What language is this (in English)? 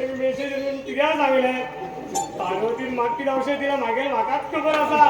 Konkani